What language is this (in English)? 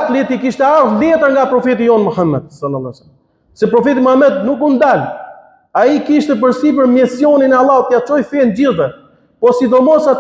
Albanian